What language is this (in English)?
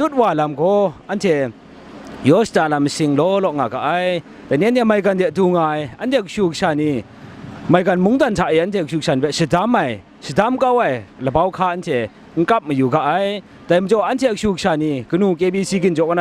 Kachin